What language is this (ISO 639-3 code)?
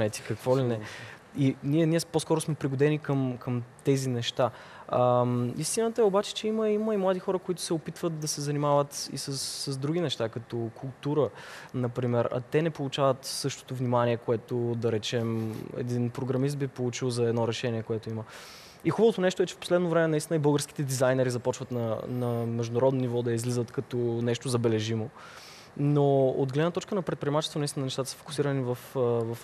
bul